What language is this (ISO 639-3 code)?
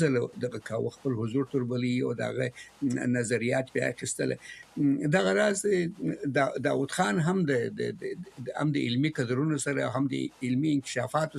pus